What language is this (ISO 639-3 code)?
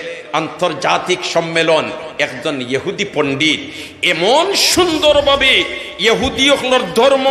syl